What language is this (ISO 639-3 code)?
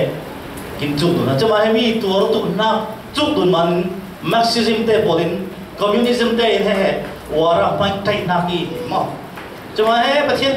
cfm